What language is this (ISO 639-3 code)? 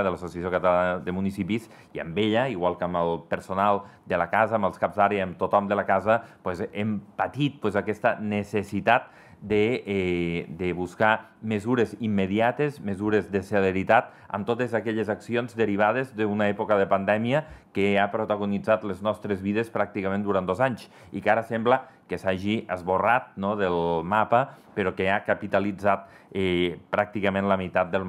cat